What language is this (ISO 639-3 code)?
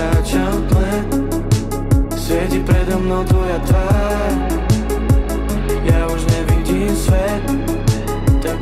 slk